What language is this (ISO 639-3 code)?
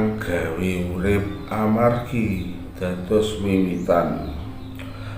jav